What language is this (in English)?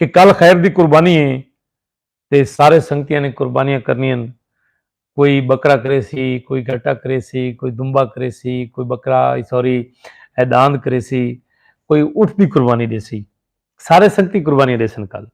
Saraiki